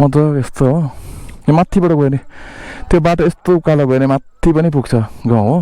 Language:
Nepali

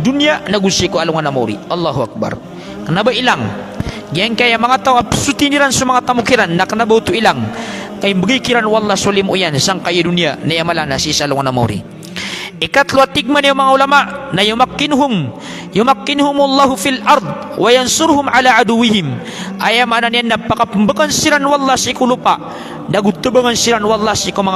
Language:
Maranao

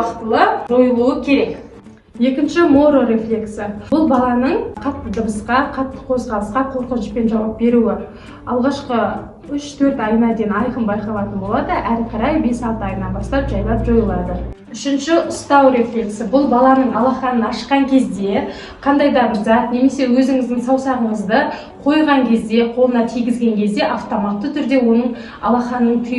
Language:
Kazakh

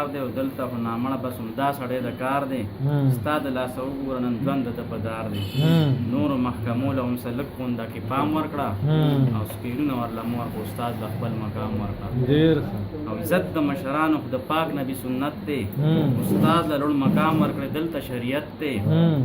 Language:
Pashto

